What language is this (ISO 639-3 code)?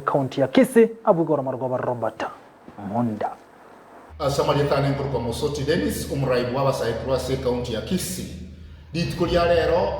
guz